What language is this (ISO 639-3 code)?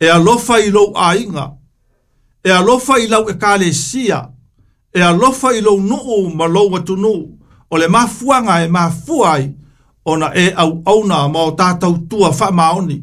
smo